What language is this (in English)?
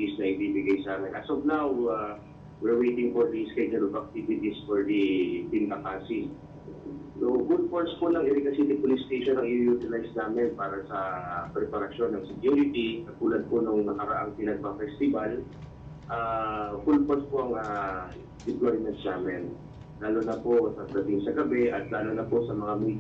Bikol